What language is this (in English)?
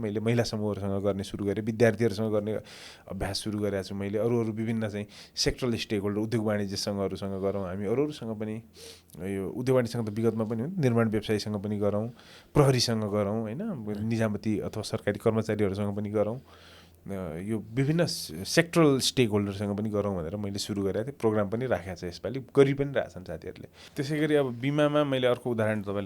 Nepali